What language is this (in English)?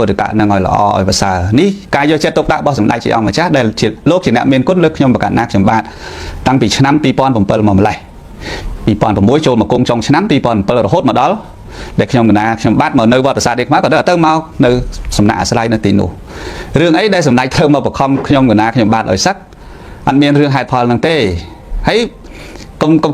Khmer